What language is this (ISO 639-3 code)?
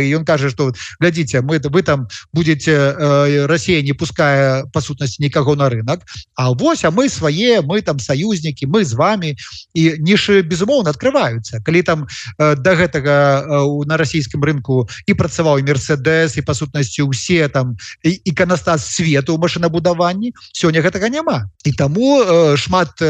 bel